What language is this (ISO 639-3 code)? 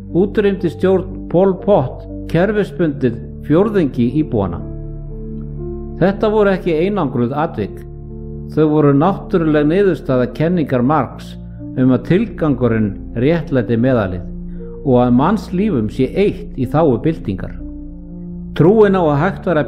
isl